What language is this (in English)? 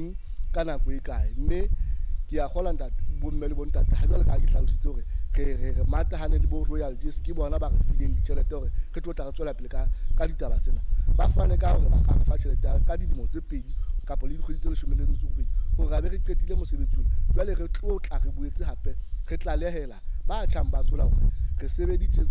Southern Sotho